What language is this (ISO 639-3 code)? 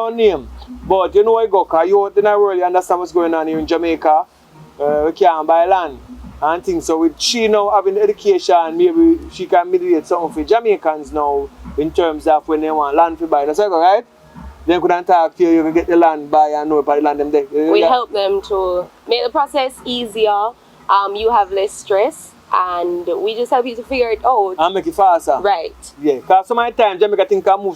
jam